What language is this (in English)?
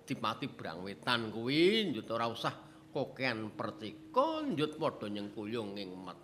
Javanese